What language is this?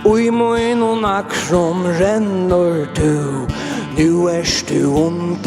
Faroese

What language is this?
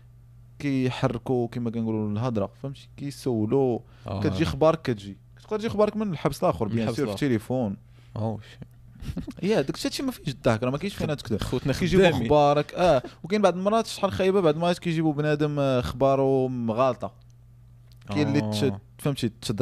Moroccan Arabic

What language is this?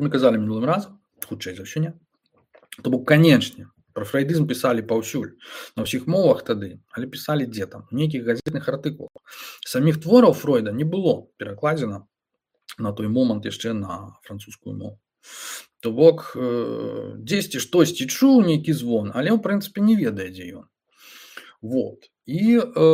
Belarusian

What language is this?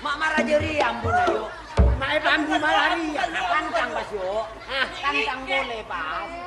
Madurese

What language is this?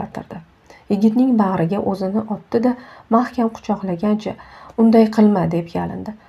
Uzbek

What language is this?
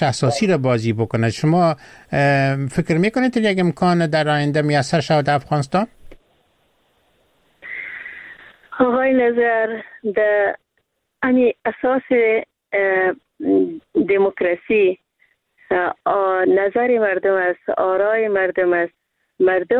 Persian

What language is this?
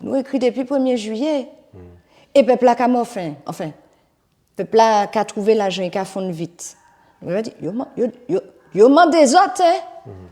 Guadeloupean Creole French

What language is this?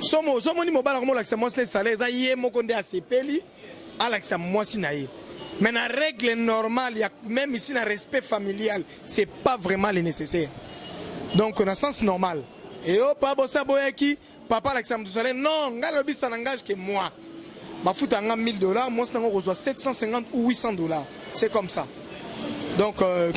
Lingala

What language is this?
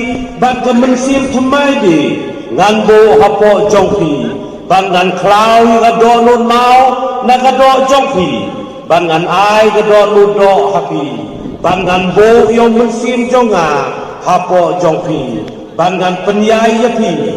Khasi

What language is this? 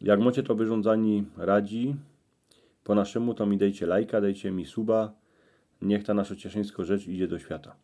Silesian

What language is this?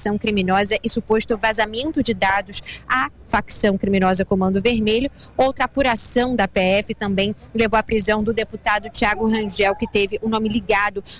Portuguese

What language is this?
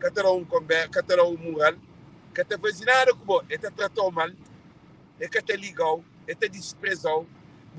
Kabuverdianu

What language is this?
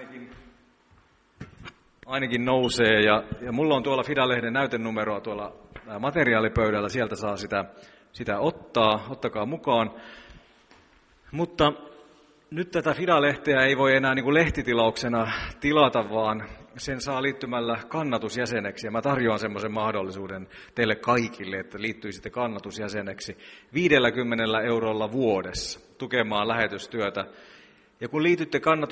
Finnish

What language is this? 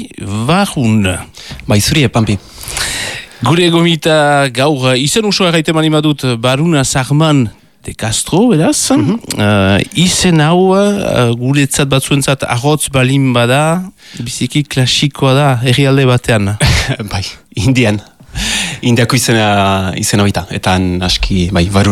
Basque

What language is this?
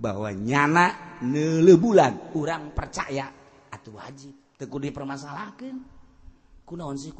Sundanese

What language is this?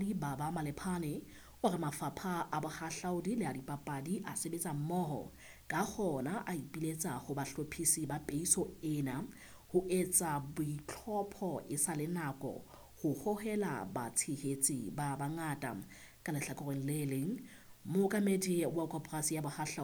Southern Sotho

